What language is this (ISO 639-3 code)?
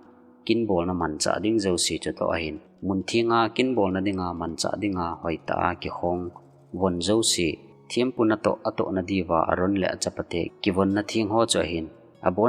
tcz